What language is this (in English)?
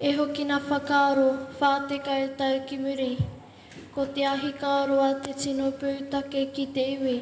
Māori